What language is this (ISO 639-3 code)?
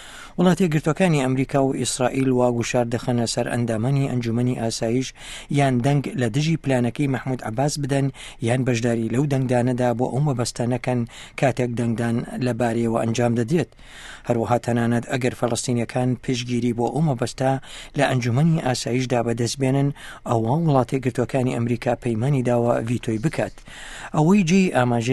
ckb